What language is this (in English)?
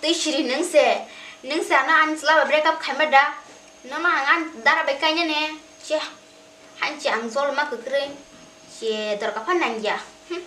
Kok Borok